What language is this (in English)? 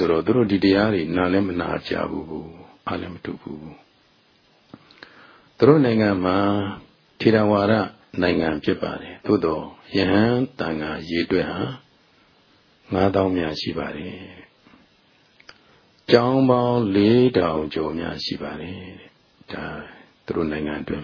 Burmese